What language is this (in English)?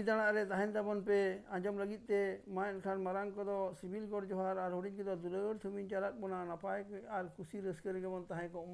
Santali